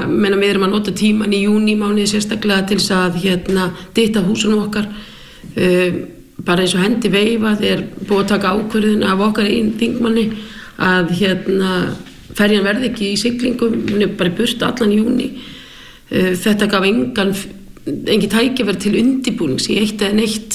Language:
Icelandic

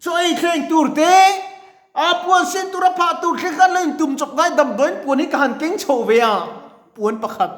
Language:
Mizo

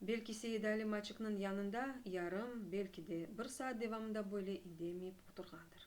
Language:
Crimean Tatar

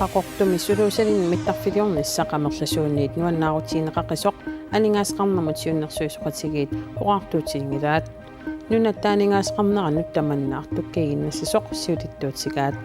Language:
Kalaallisut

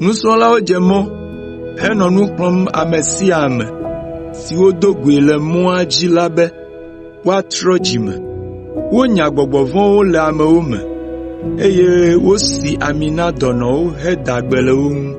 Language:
Ewe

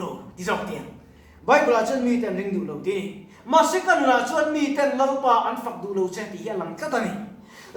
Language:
Mizo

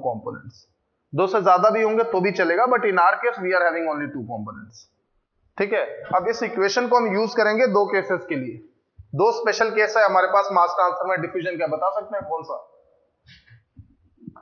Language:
Hindi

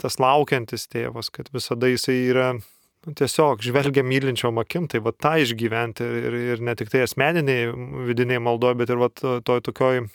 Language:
Lithuanian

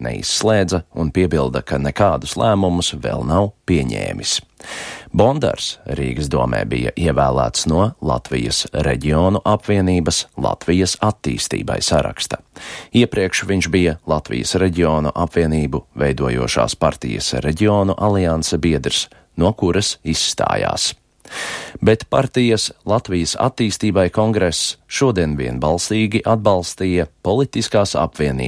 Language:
Latvian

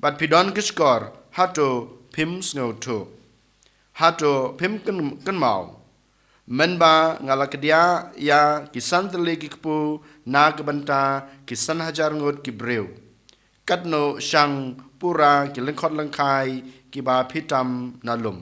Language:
Khasi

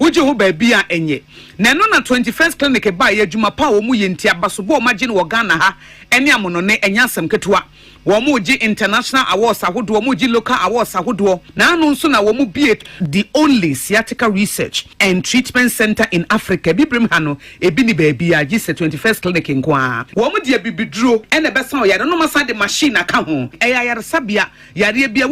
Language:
Akan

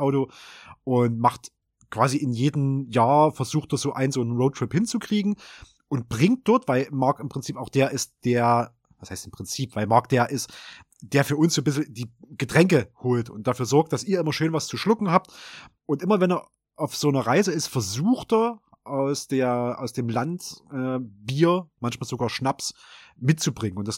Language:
German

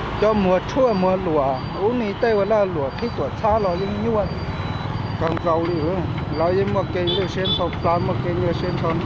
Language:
Hmong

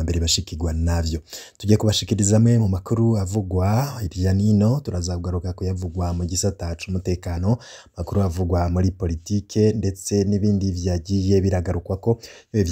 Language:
Rundi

